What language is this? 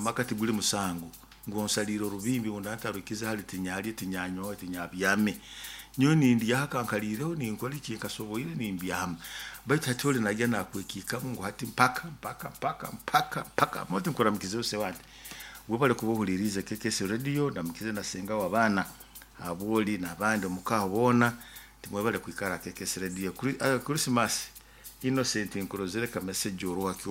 Nyoro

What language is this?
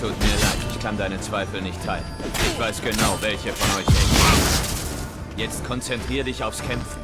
Swiss German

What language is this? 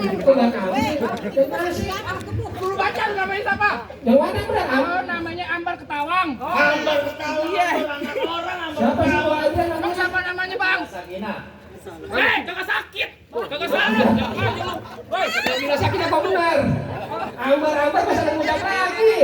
Betawi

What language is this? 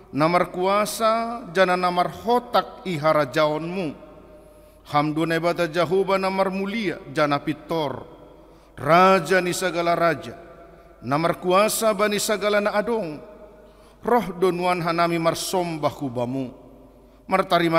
Batak Simalungun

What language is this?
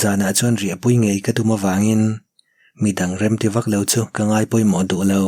Mizo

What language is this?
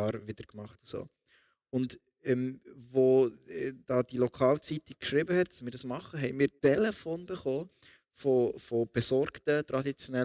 Swiss German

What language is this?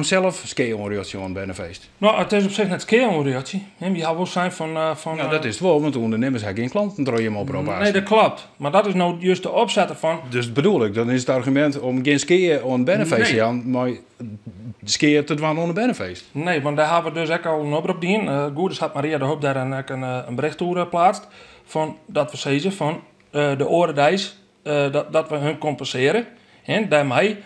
Western Frisian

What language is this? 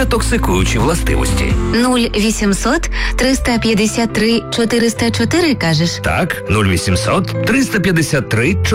Ukrainian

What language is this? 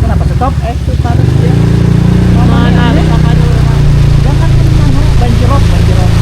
Banjar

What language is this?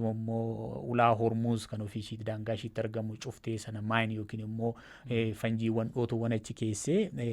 Oromo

